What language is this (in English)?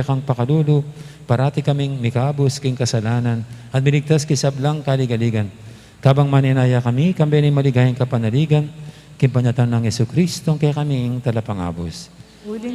Pampanga